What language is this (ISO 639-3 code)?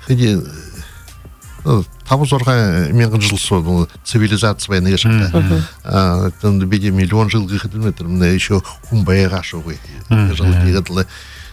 bua